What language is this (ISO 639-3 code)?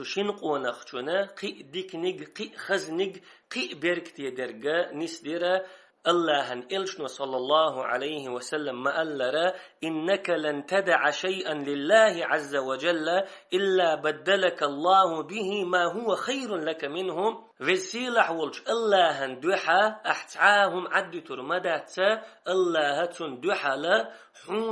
che